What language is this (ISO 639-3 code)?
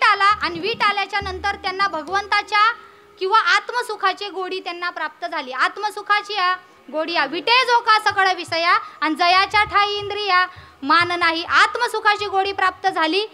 mar